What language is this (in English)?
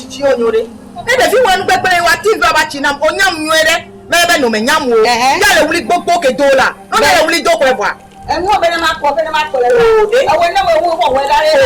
Ewe